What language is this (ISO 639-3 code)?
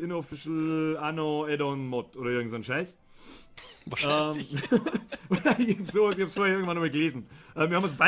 bar